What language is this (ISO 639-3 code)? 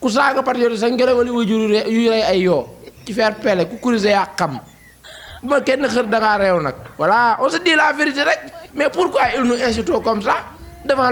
wol